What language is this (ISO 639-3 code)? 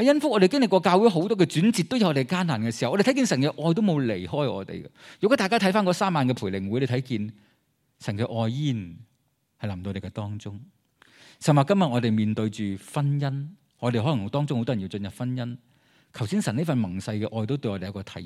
yue